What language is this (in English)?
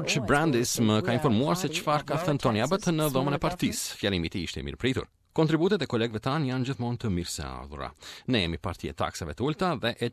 Albanian